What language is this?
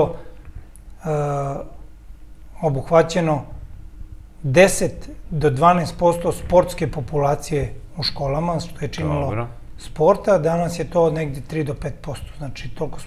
Serbian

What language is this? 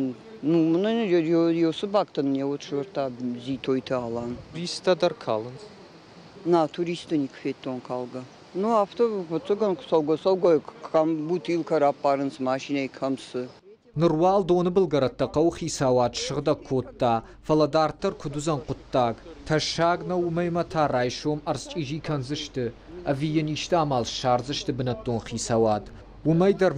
Ossetic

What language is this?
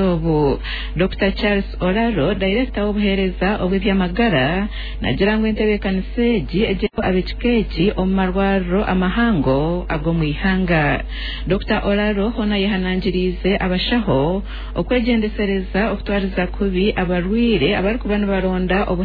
Nyankole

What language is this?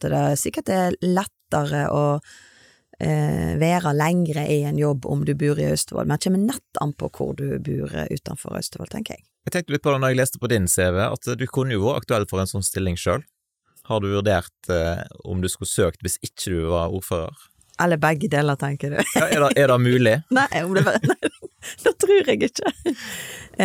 Norwegian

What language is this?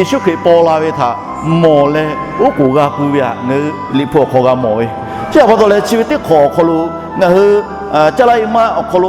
Lahu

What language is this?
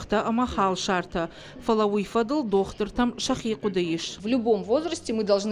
Ossetic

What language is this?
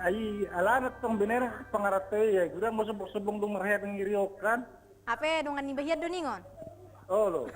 Batak Toba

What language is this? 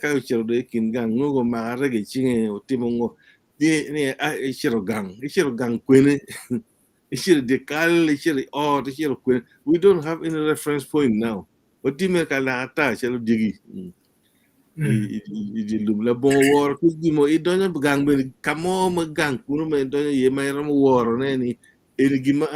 Acoli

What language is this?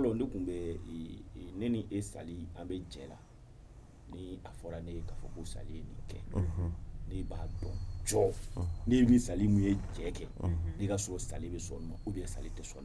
Bambara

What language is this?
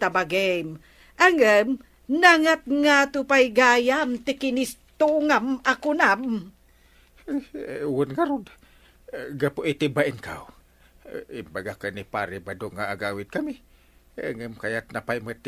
Iloko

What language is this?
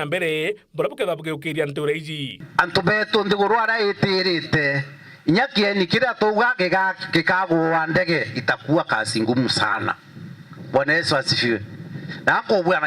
Meru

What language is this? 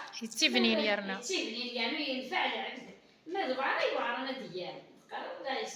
Kabyle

